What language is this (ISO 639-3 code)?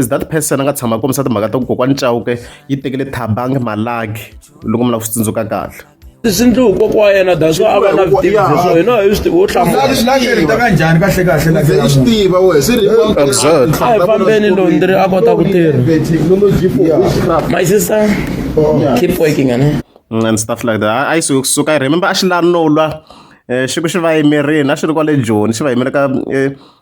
tso